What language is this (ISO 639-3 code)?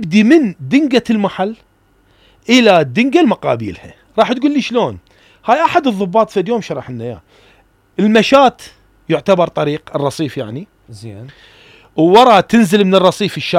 acm